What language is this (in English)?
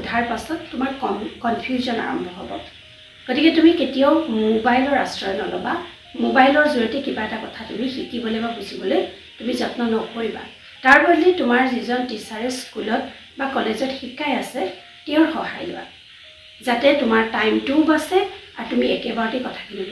Assamese